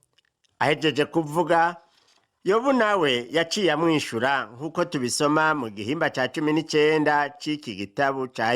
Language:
Rundi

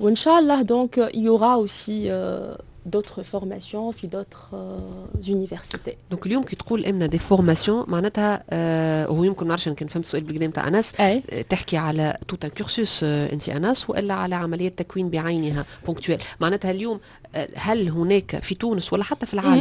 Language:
Tunisian Arabic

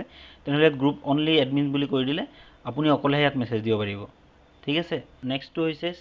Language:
Assamese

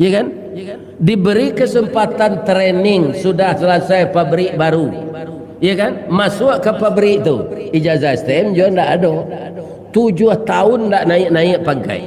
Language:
Minangkabau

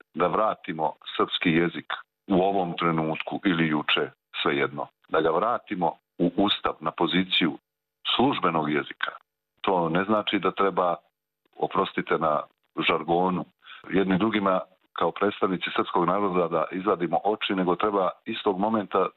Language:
Serbian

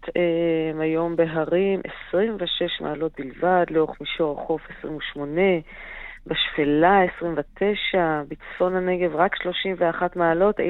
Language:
Hebrew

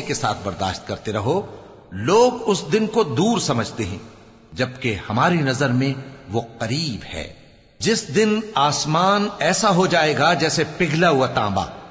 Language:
Urdu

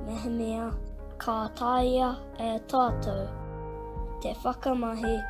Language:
Māori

